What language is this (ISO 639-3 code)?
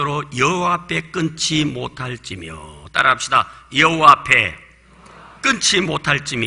kor